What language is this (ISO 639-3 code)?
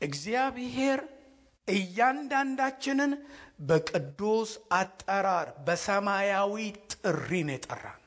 amh